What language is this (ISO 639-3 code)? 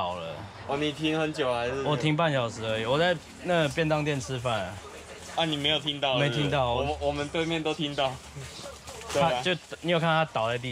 zho